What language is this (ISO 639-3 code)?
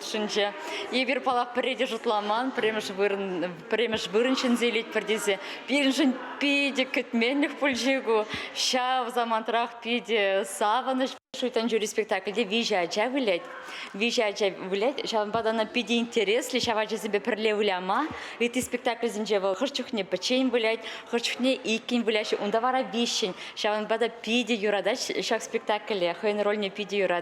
chv